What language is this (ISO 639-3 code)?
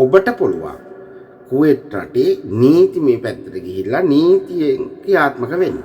sin